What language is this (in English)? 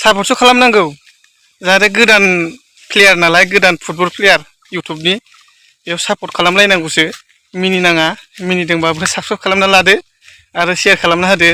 Bodo